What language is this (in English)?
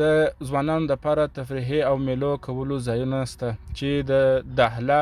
Pashto